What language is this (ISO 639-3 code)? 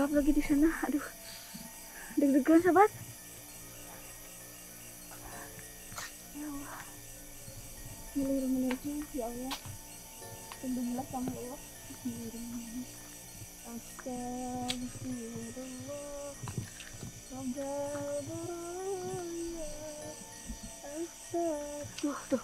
ind